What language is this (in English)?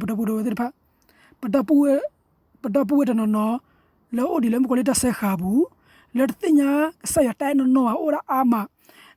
S'gaw Karen